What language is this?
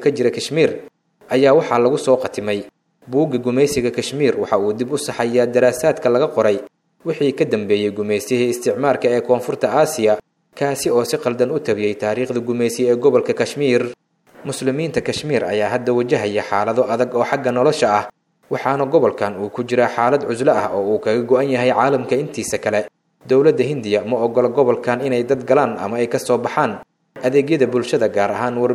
Somali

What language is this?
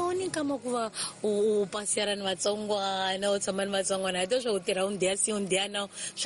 Tsonga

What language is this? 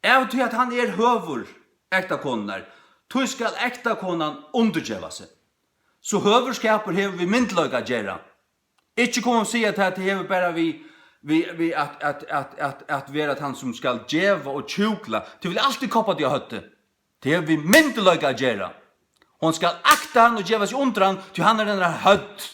Faroese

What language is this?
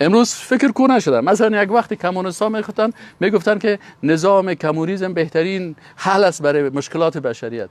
Persian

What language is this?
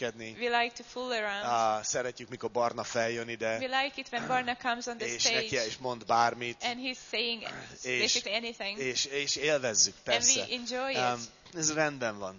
Hungarian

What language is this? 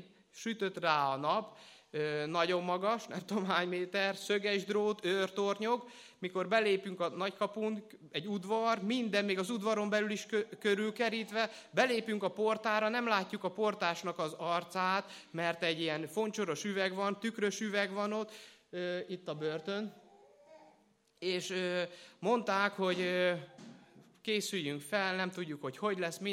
Hungarian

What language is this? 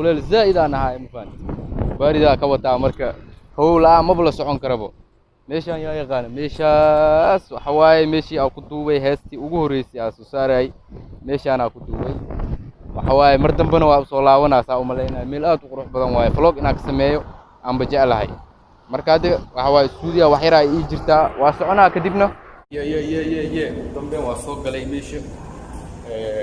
Somali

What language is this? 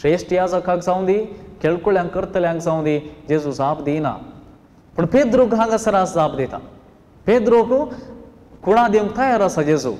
Konkani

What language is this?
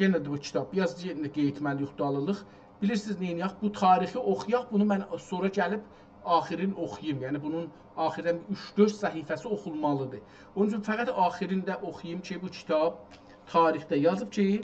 South Azerbaijani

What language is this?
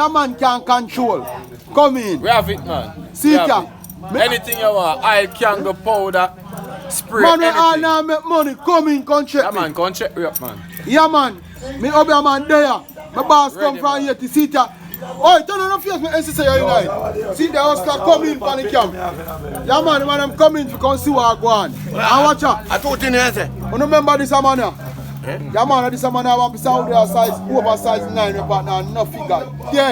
Jamaican Creole English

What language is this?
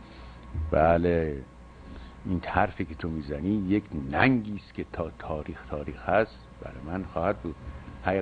Persian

